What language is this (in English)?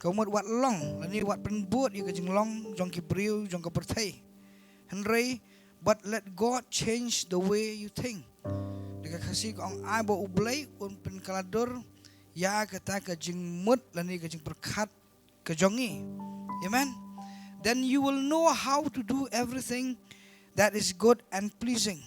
Khasi